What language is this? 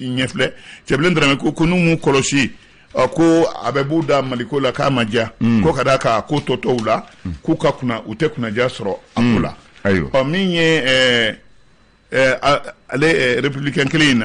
Bambara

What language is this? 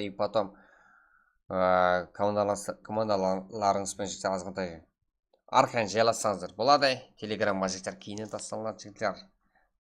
Kara-Kalpak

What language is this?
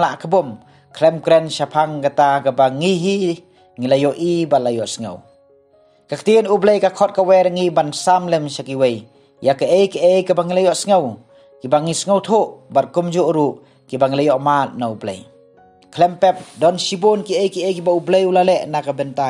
Khasi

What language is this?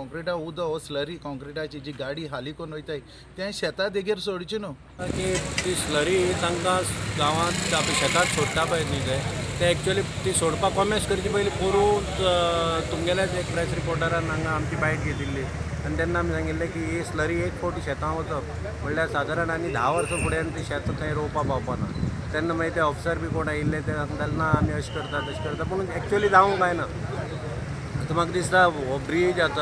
Konkani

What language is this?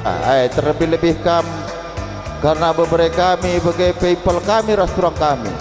Batak Karo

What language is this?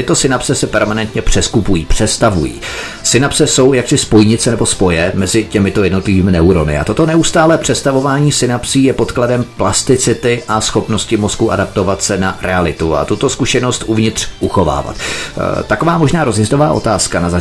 Czech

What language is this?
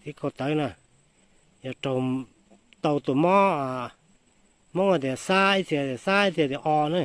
Hmong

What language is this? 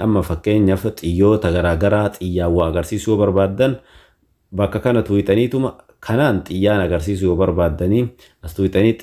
Oromo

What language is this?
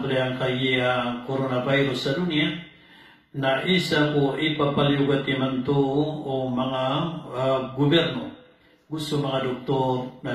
Maranao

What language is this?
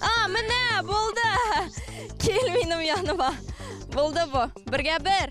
Tatar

